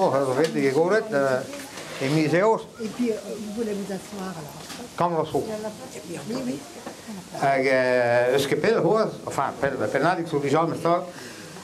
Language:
Breton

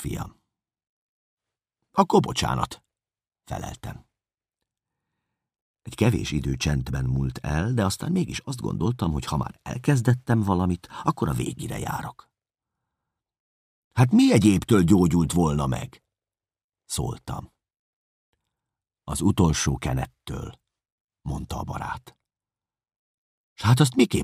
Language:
Hungarian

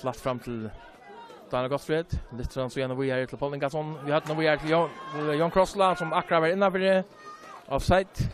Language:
Faroese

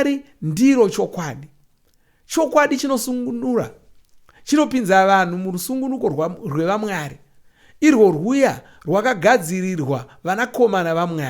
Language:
Shona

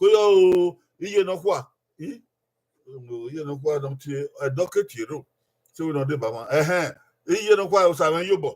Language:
Bini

